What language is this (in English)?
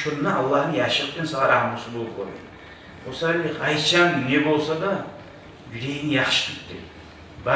Kumyk